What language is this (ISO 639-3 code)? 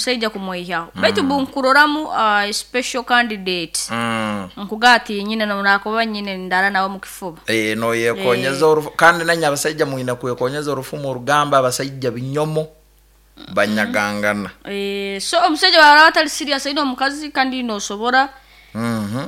nyo